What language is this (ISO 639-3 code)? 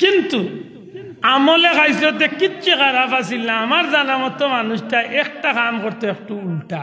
syl